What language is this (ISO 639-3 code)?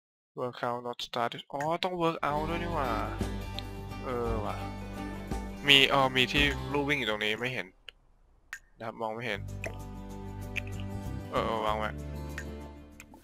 tha